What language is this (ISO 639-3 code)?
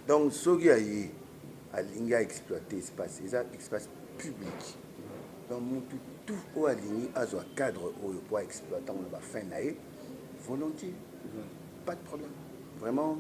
lin